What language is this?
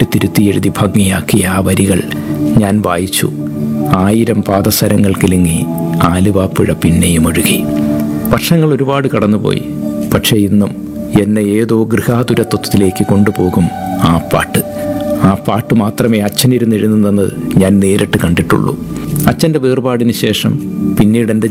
Malayalam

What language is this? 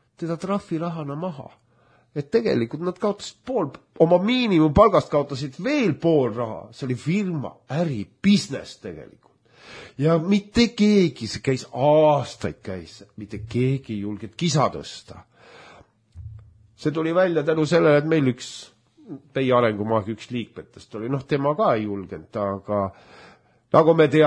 Estonian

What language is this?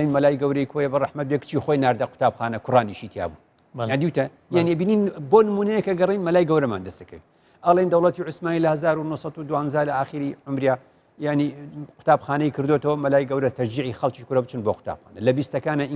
Central Kurdish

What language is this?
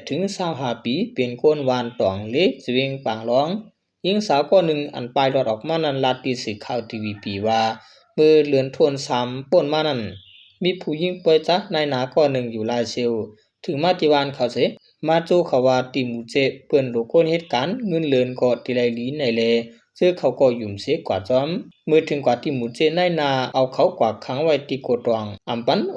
Shan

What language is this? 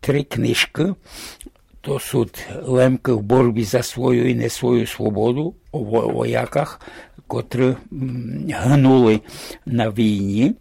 Rusyn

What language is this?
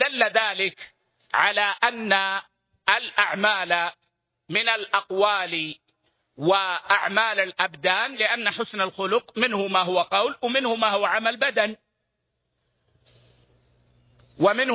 Arabic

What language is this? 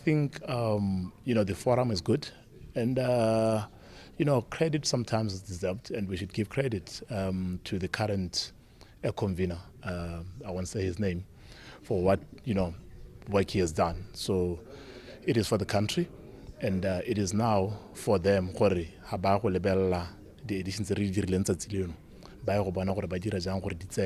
Tswana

